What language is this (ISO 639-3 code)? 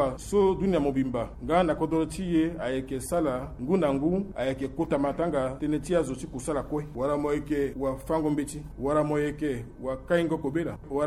sag